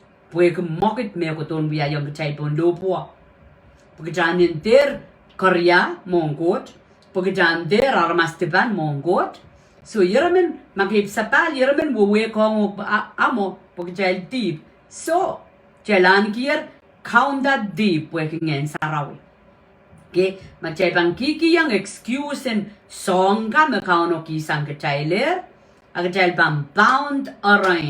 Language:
Pohnpeian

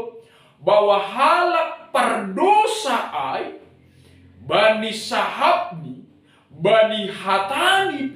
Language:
Batak Simalungun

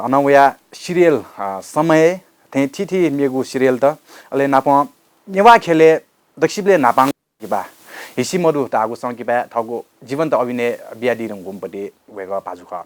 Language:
Newari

